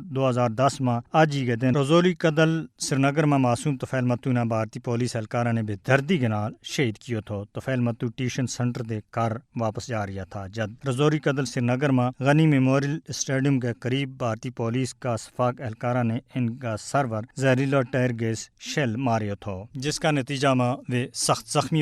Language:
Gujari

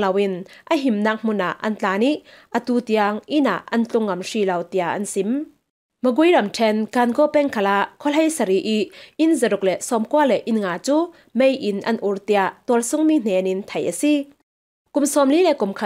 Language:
Falam Chin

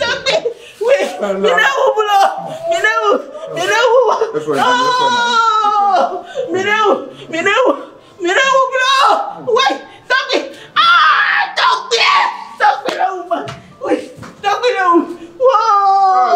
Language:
Ewe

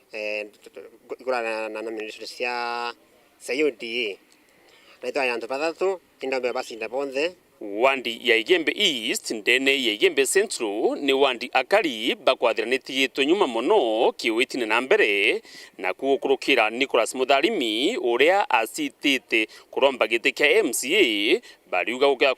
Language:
Meru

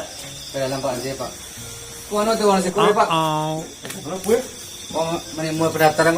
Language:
Minangkabau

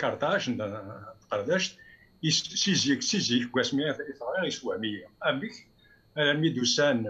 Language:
Kabyle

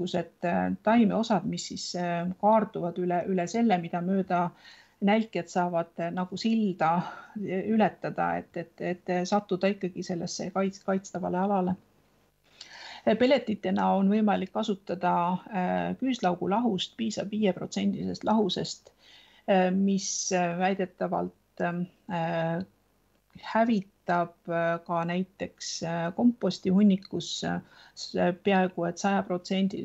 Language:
Estonian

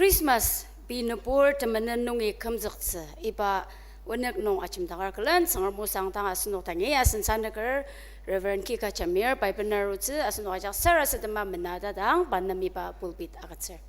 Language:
Ao Naga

